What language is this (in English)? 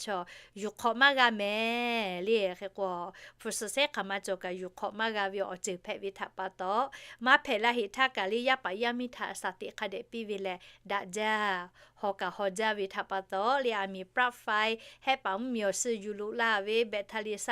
Lahu